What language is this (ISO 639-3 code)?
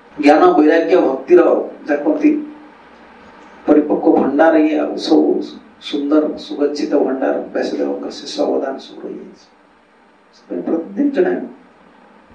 ori